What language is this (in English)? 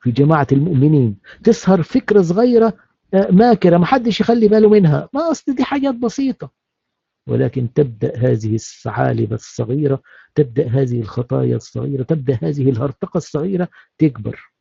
Egyptian Arabic